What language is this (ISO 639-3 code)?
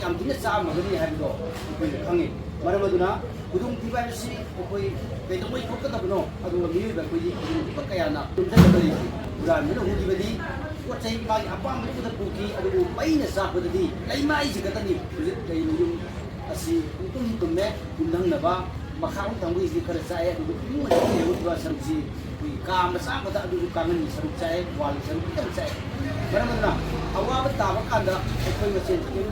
mni